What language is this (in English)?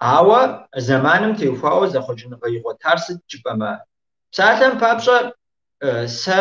Kabardian